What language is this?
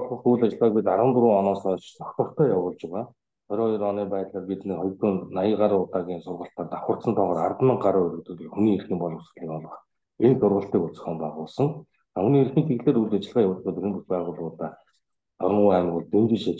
Mongolian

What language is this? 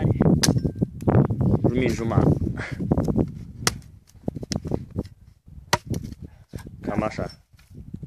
Romanian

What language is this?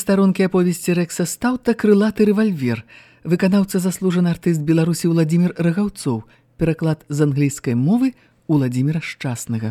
Belarusian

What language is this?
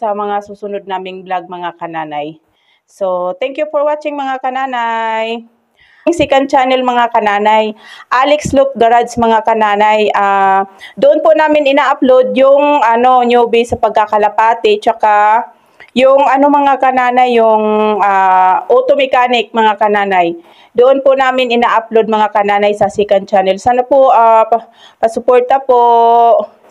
Filipino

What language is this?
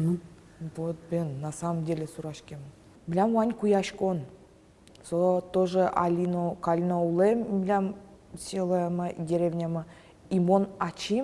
Udmurt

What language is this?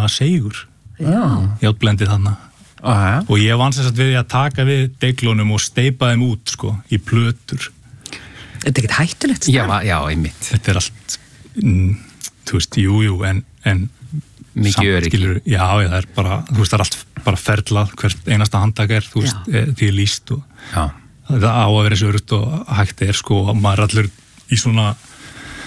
Icelandic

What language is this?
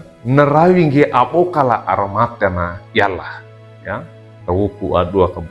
Wejewa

